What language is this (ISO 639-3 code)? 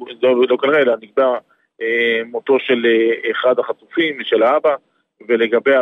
heb